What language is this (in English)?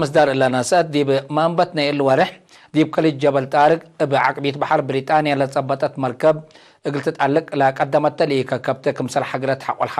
Tigre